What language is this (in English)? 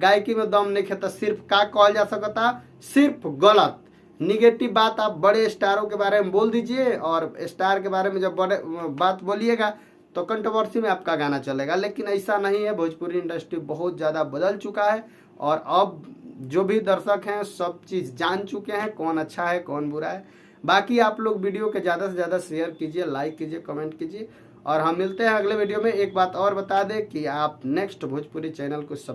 Bhojpuri